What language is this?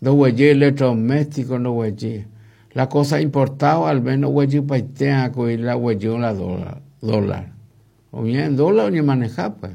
Guarani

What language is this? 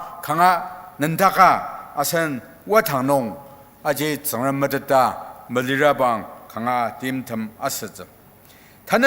Ao Naga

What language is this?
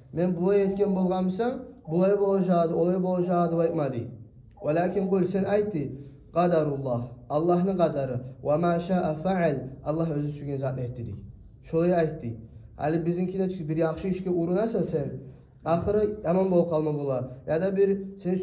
Kumyk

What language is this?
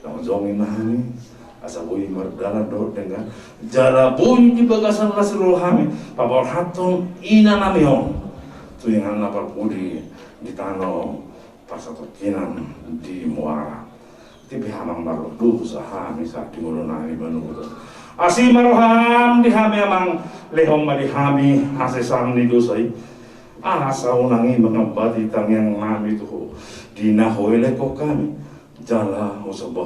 Batak Toba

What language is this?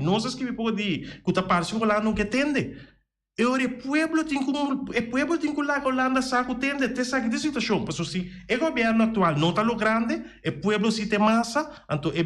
Papiamento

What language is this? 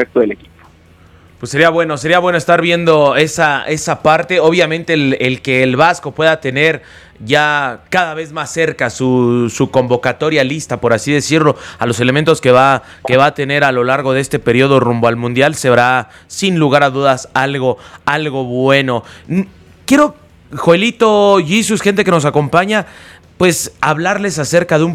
Spanish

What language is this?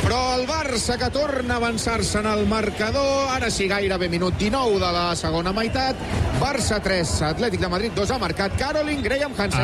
Catalan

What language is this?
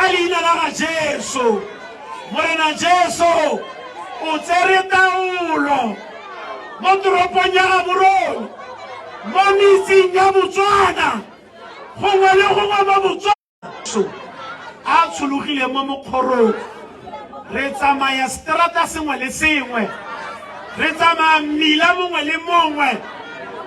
Tswana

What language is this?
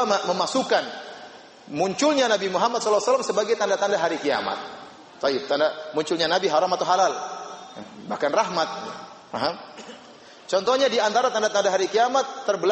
Indonesian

